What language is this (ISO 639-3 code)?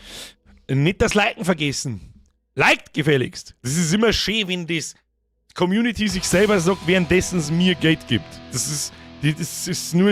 bar